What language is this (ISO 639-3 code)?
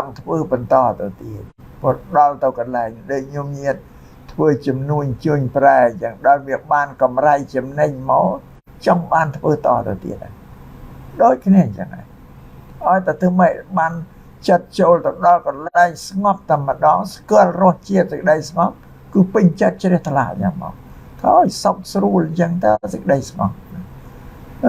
khm